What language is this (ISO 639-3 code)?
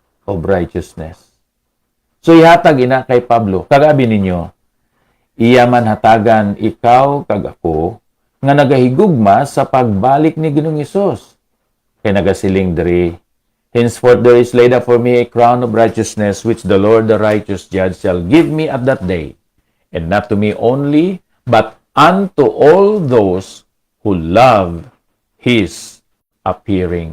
hil